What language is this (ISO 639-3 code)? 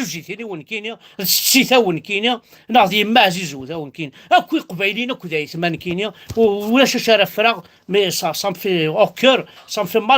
kab